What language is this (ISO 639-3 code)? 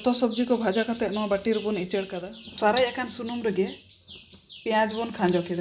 sat